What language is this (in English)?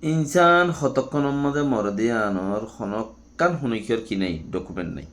Rohingya